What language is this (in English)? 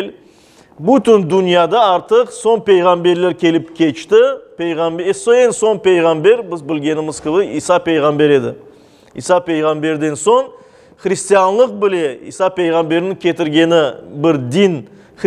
Crimean Tatar